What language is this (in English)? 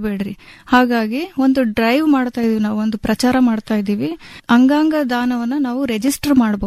Kannada